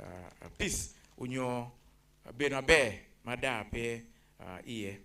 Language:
Acoli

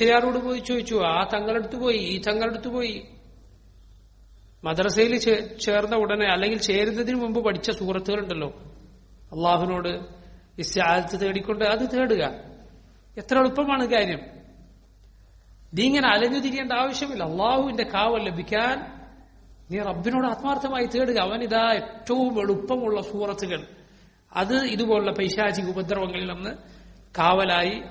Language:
Malayalam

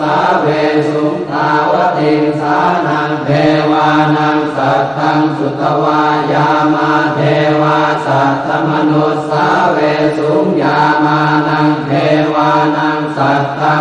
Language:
Pali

